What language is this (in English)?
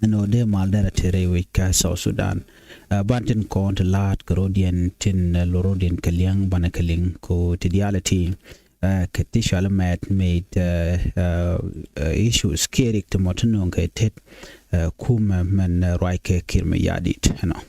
Nuer